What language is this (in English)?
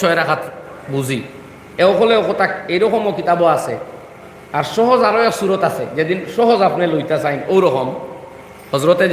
Sylheti